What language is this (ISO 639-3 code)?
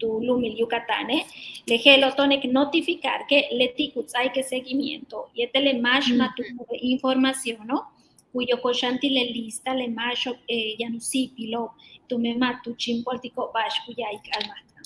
yua